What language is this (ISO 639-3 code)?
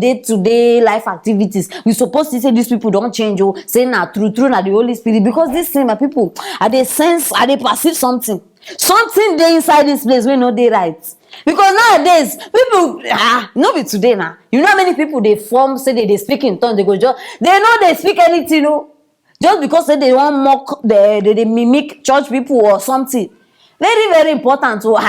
pcm